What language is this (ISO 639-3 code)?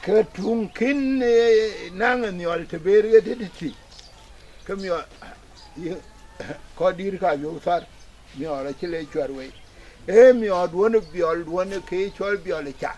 din